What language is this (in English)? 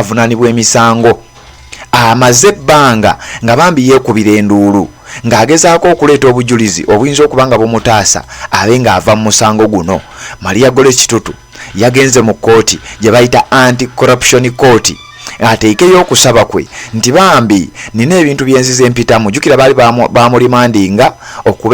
Ganda